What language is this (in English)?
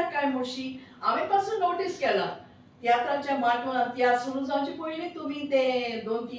Konkani